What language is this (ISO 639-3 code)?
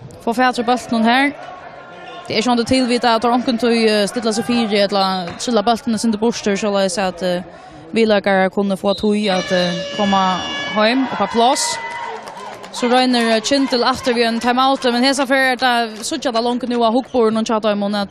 fao